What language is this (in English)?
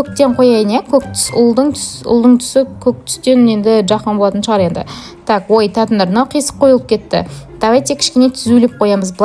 Kazakh